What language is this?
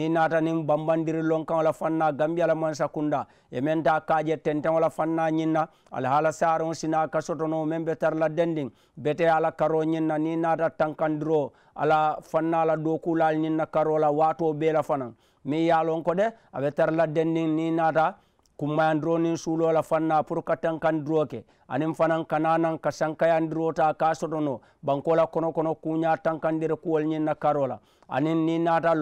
Mandingo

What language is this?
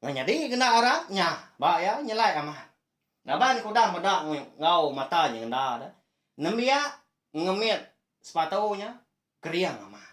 Iban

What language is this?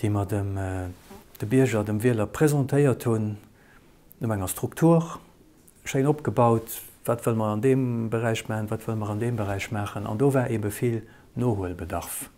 Luxembourgish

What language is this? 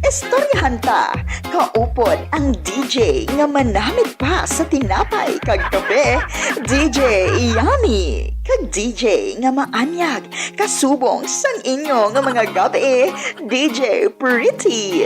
Hiligaynon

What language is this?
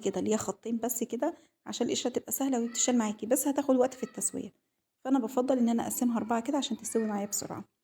Egyptian Arabic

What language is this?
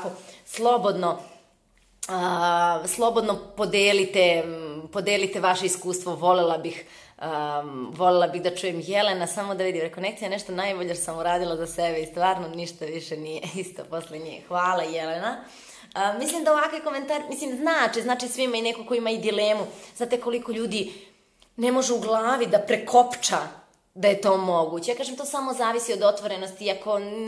Serbian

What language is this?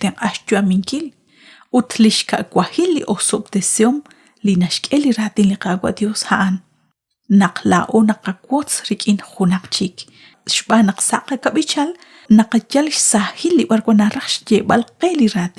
Kekchí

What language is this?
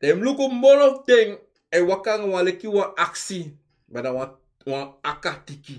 Sranan Tongo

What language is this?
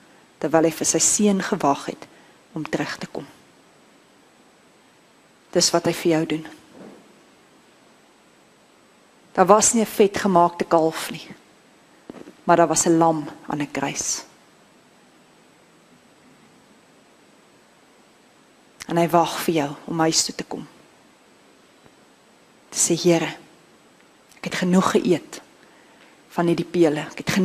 Afrikaans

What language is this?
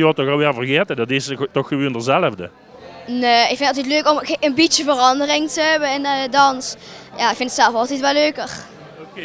Limburgish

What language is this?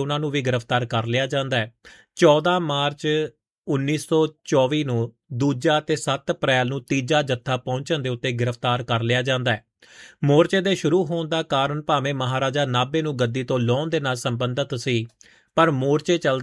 Punjabi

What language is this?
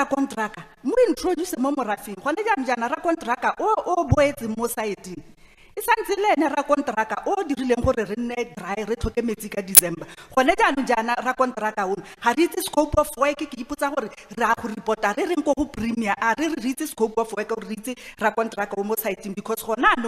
Tswana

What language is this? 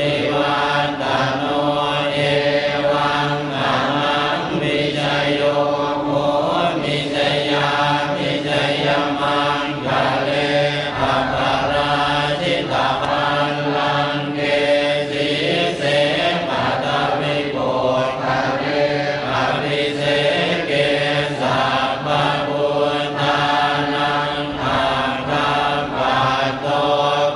Pali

